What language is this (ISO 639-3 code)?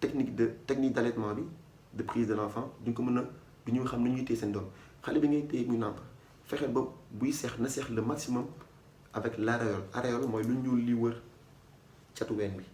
wol